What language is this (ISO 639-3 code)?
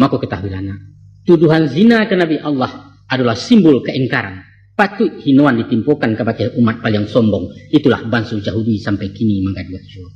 min